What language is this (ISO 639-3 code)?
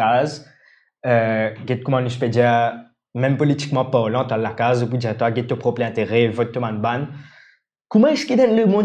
mfe